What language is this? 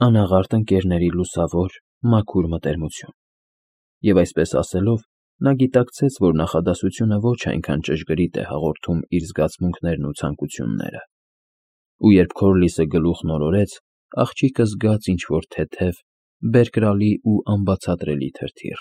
Armenian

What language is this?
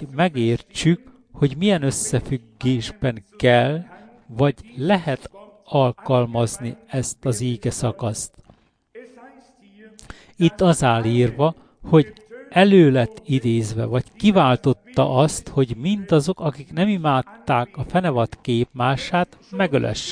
Hungarian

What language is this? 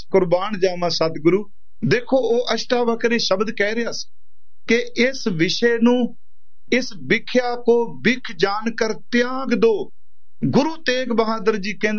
Punjabi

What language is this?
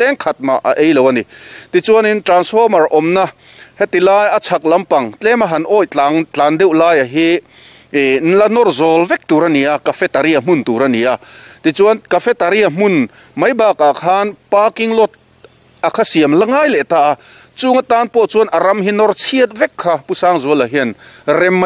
Mizo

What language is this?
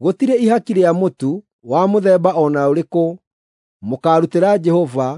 Kikuyu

